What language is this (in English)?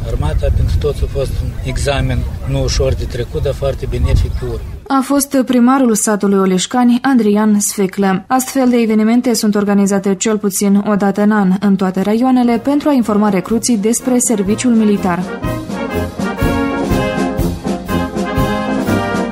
Romanian